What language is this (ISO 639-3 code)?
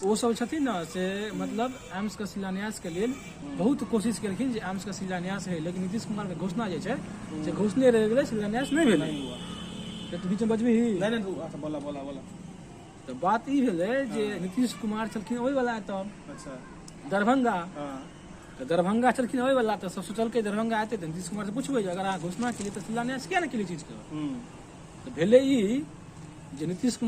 mai